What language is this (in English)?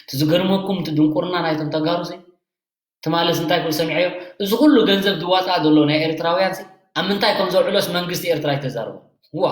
Tigrinya